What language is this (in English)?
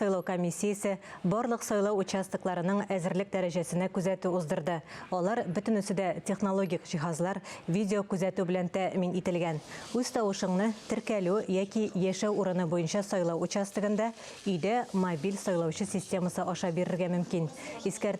Tatar